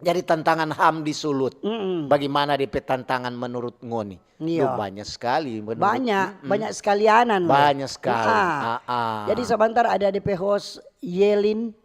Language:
Manado Malay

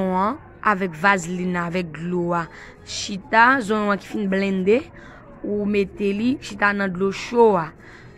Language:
Haitian Creole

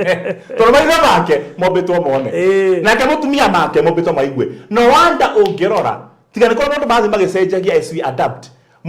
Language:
Kikuyu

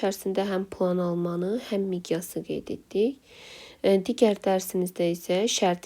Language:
Azerbaijani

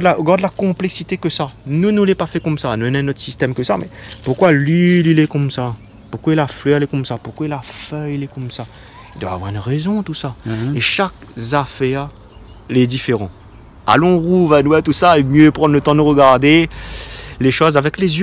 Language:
Réunion Creole French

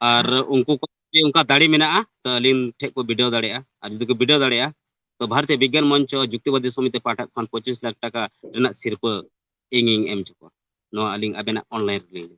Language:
Santali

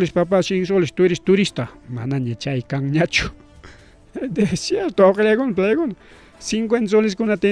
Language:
Ayacucho Quechua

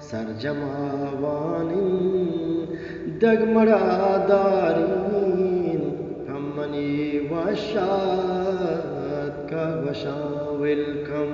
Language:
Eastern Balochi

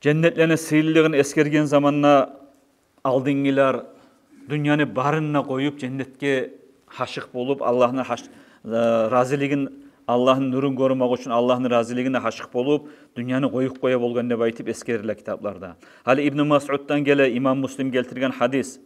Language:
Kumyk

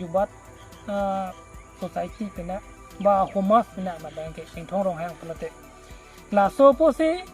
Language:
Karbi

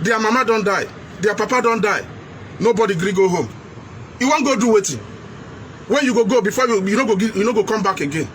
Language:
Nigerian Pidgin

